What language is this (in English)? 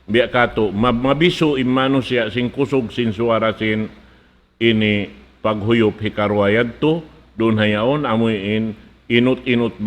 Tausug